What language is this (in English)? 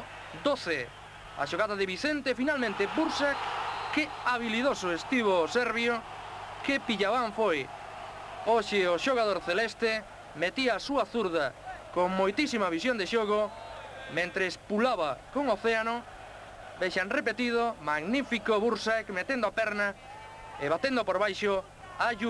Galician